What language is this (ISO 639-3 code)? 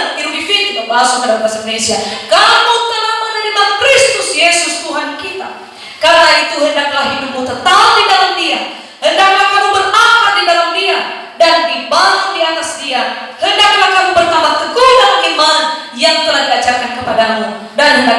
nia